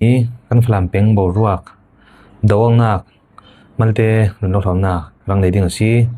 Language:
Falam Chin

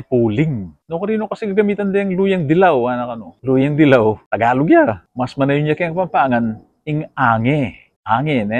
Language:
Pampanga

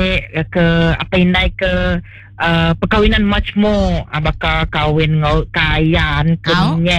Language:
Iban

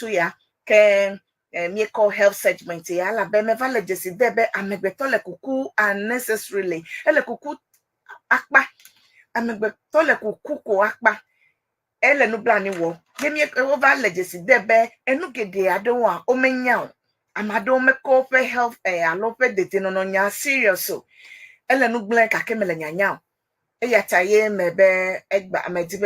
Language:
Ewe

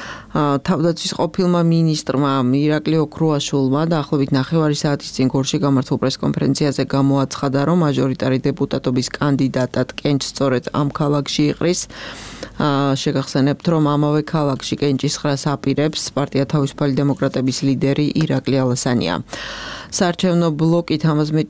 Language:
Georgian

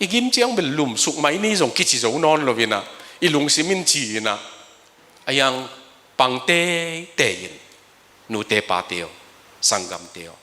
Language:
Tedim Chin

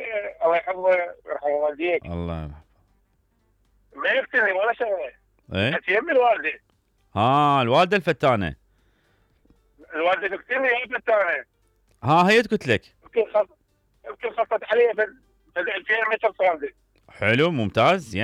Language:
Mesopotamian Arabic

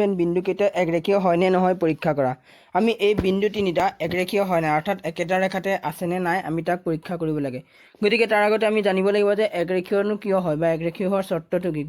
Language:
Assamese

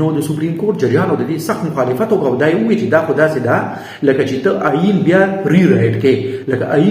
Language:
Pashto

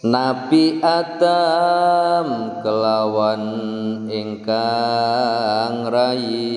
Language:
Javanese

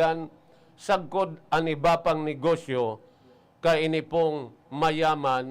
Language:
Bikol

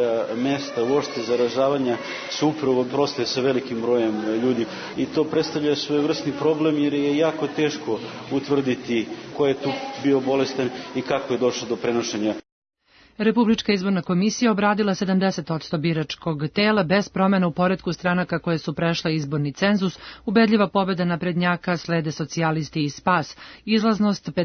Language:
Serbian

